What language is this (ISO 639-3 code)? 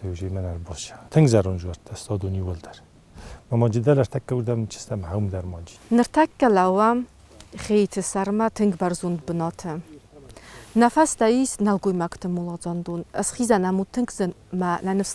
oss